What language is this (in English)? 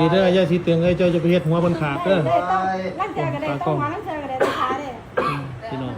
Northeastern Thai